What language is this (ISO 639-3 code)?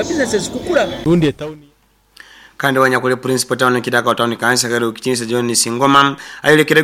nyo